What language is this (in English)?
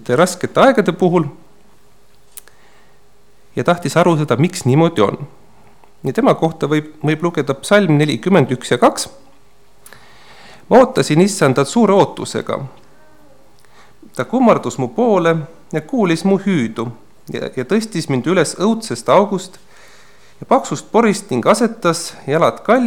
Estonian